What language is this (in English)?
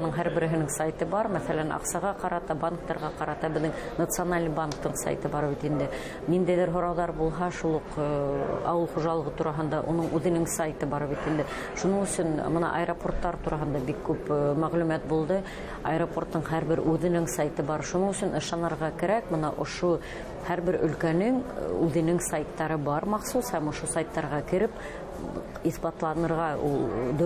Bashkir